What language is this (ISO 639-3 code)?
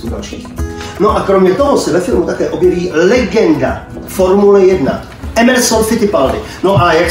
ces